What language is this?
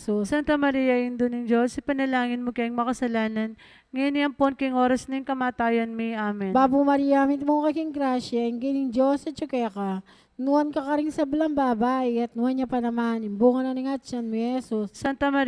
Pampanga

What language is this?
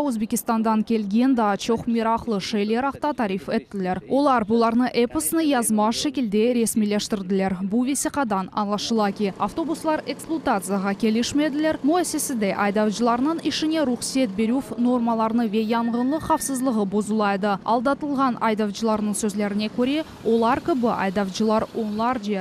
Crimean Tatar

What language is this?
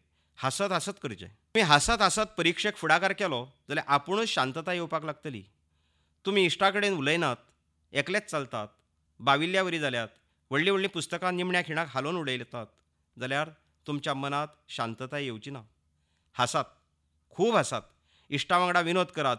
Konkani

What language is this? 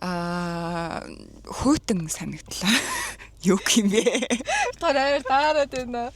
Mongolian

